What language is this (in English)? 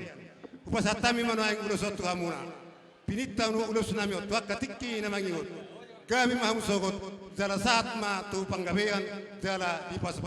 Batak Toba